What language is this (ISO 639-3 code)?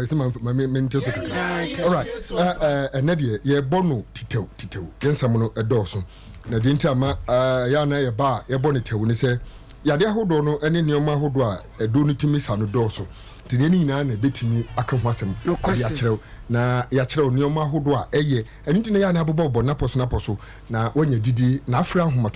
aka